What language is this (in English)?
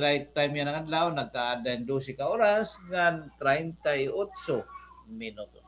Waray